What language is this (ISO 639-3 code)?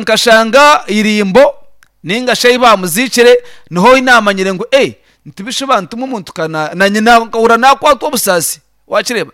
nyn